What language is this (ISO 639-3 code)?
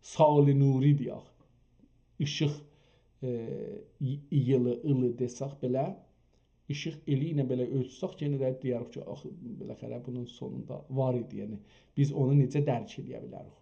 azb